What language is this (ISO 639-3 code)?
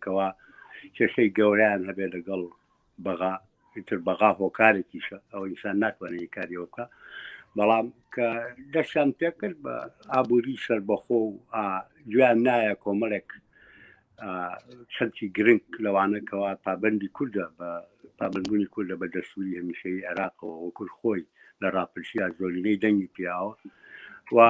ckb